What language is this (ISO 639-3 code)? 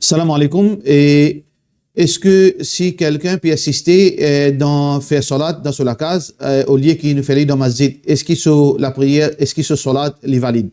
mfe